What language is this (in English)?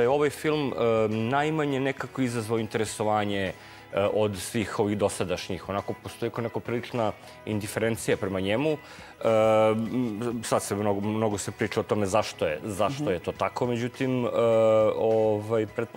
Serbian